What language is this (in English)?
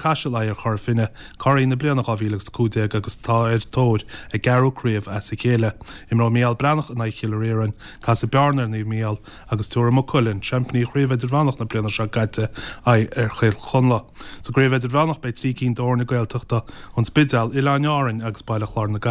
Irish